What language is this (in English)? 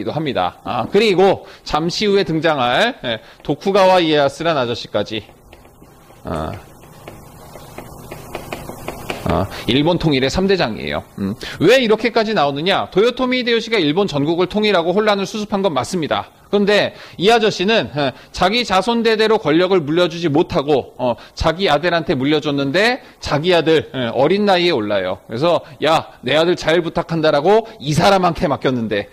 Korean